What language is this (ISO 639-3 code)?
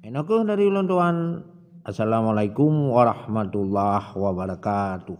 ace